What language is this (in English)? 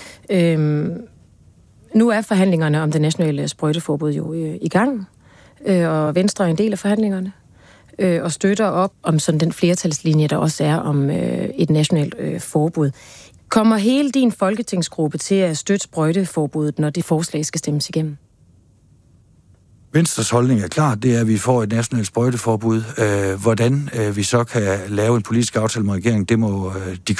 Danish